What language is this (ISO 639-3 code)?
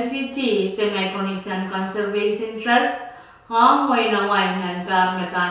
pon